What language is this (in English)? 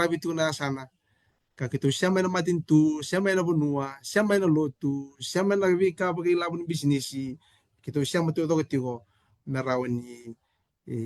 Fijian